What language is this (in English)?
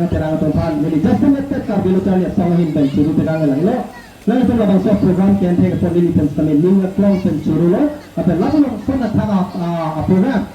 Karbi